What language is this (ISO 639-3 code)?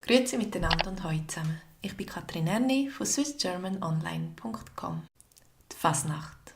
gsw